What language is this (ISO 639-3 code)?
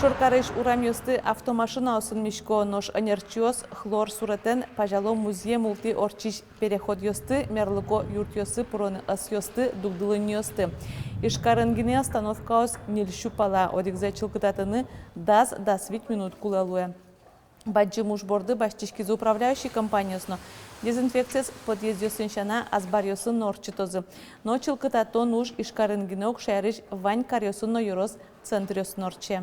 udm